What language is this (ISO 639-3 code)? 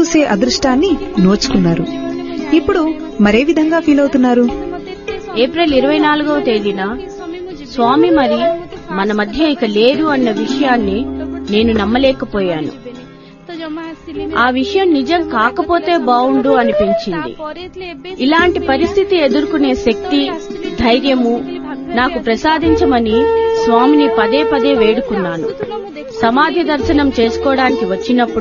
tel